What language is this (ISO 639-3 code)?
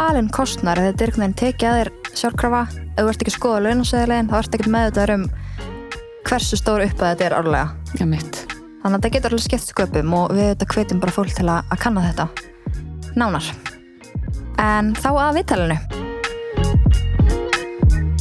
isl